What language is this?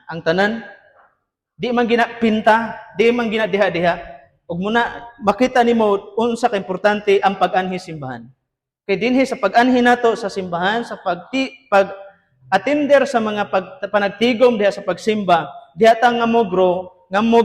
Cebuano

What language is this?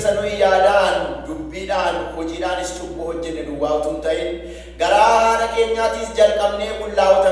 Oromo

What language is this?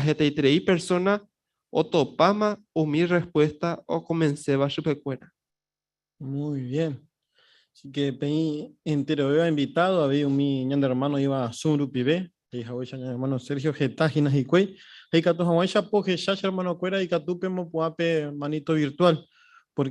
Guarani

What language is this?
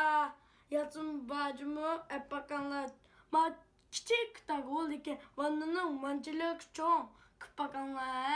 Uyghur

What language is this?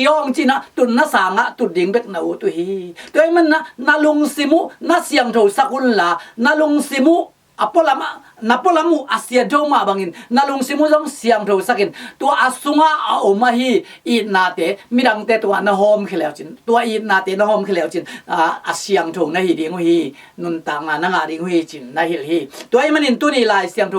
Tedim Chin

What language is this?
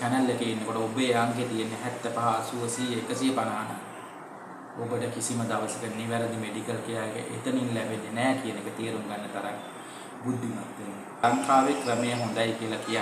Sinhala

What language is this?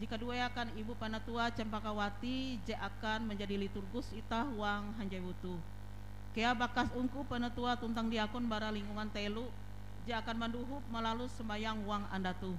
Ngaju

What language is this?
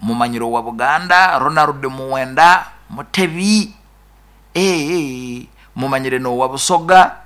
Nyoro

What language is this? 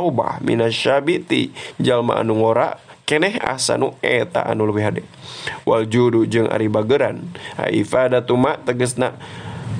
Sundanese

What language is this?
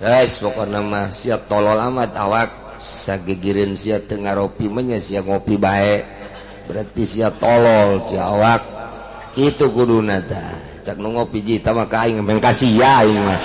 Sundanese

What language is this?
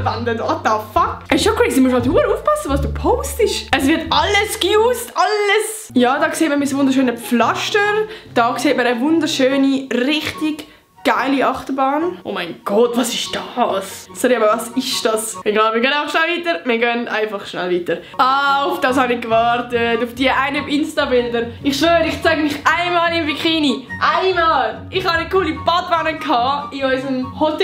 Swiss German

